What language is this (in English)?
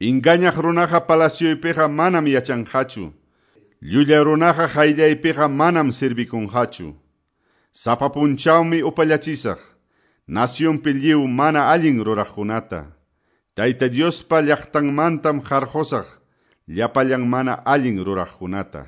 South Bolivian Quechua